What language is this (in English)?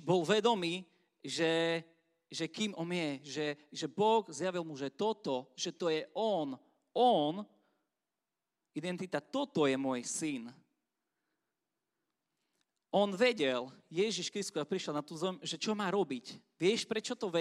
Slovak